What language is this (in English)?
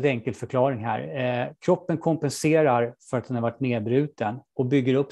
Swedish